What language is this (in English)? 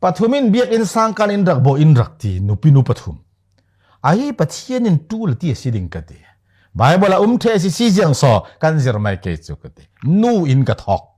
Falam Chin